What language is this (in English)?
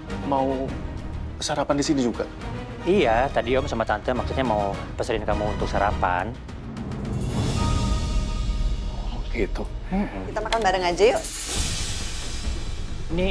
Indonesian